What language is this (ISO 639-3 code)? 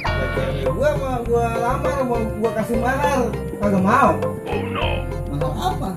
bew